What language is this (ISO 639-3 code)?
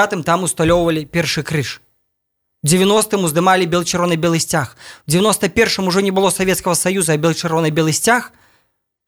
bel